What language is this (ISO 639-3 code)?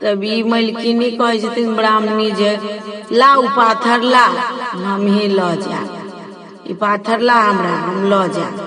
mai